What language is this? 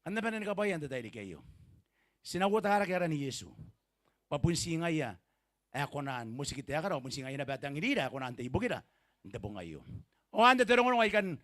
Gilbertese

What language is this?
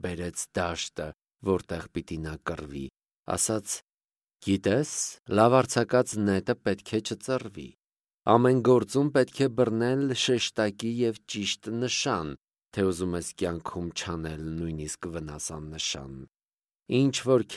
Armenian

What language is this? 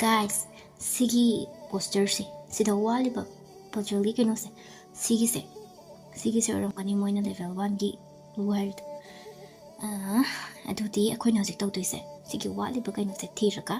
Manipuri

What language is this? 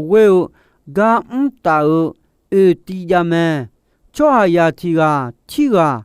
Akha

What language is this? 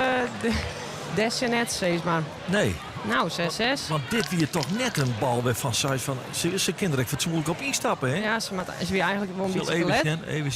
Western Frisian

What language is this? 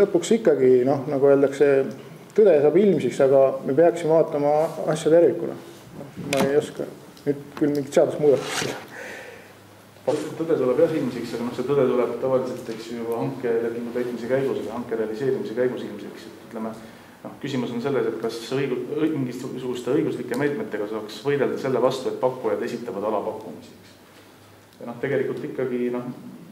Estonian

